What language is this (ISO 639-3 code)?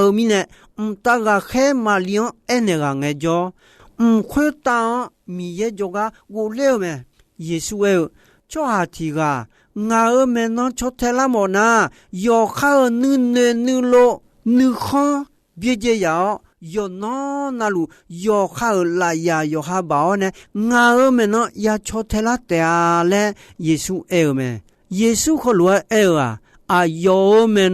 ahk